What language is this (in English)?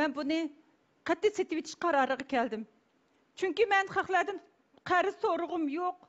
Uyghur